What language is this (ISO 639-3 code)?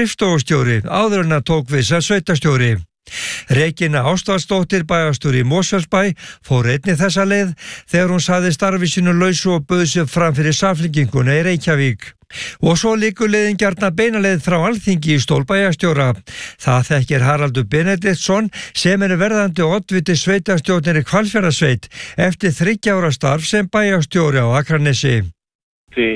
isl